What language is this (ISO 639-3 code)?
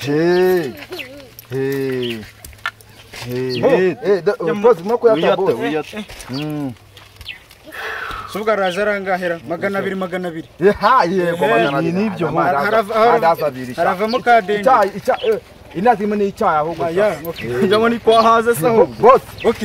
kin